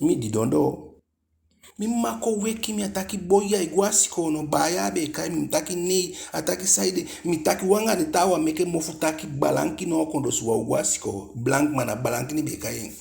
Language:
Eastern Maroon Creole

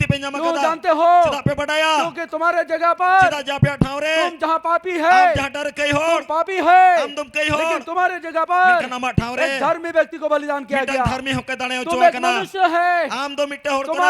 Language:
Santali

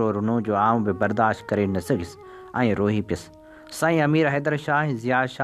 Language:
Sindhi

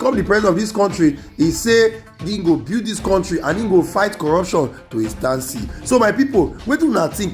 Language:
Nigerian Pidgin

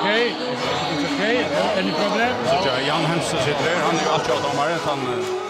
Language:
Faroese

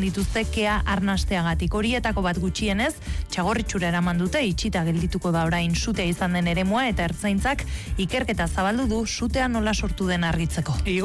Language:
Basque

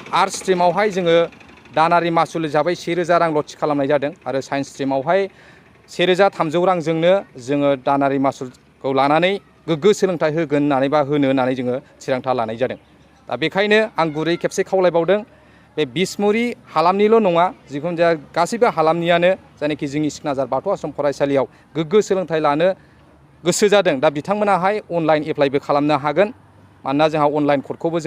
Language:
Bodo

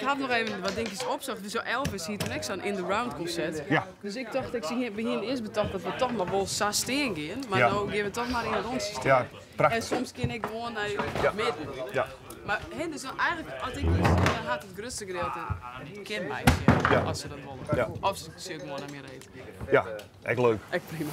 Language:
Western Frisian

